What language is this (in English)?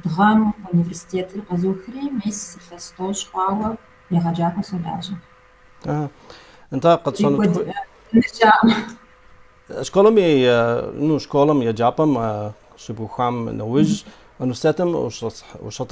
Kabardian